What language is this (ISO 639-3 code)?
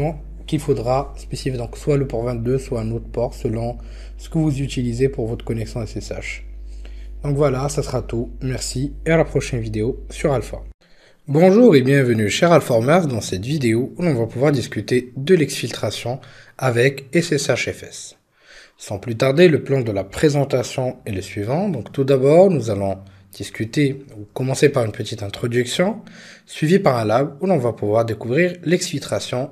fra